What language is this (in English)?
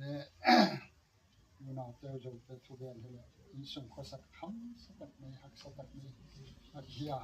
Gangte